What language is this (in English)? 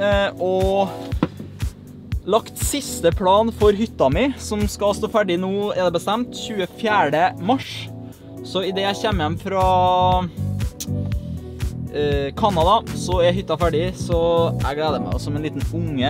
Norwegian